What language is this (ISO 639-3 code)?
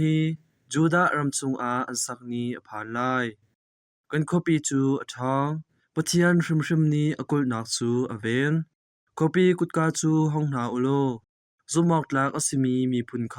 cnh